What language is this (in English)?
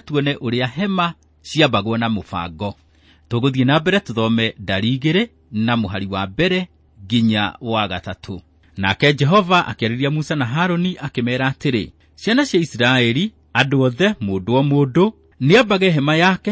Kikuyu